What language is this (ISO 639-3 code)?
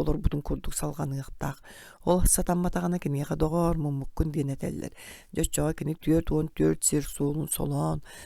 sah